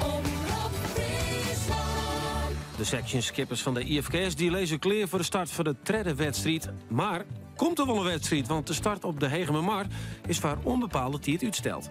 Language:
Western Frisian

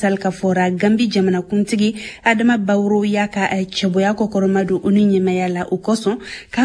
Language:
Bambara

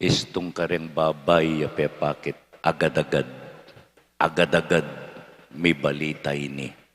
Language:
Pampanga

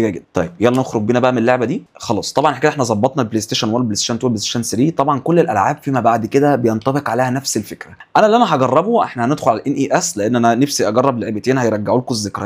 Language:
Egyptian Arabic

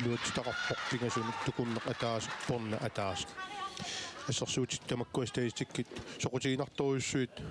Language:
Kalaallisut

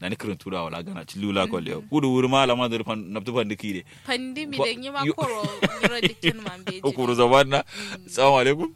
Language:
Kanuri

